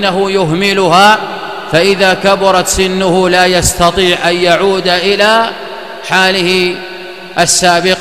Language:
Arabic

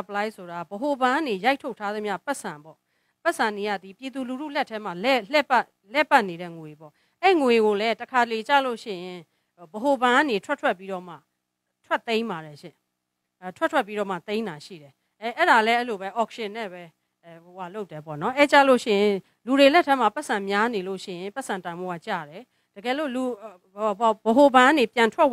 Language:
Burmese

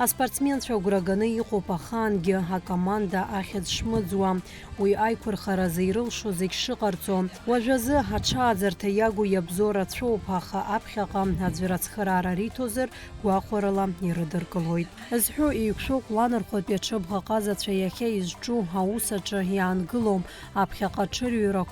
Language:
Abkhazian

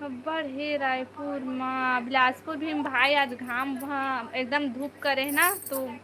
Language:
Chhattisgarhi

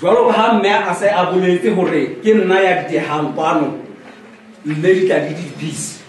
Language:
Southern Sotho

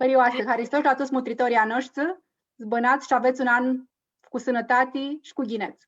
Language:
Aromanian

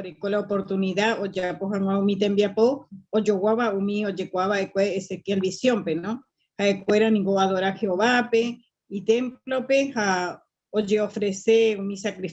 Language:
Guarani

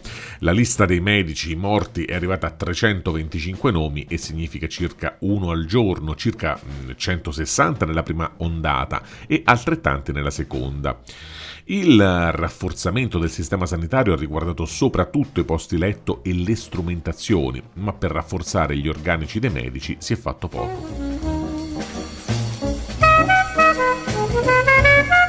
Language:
Italian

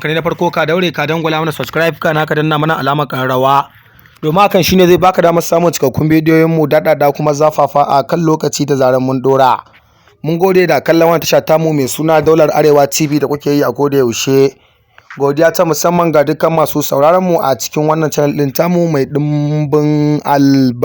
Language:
Hausa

